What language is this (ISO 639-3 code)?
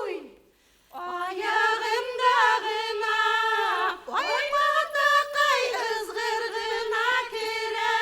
bak